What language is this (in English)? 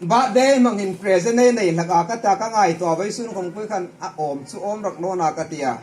Hmar